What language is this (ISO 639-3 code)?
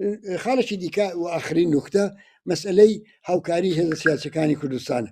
ckb